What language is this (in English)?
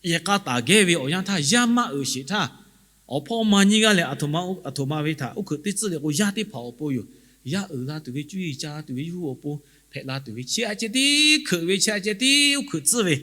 Lahu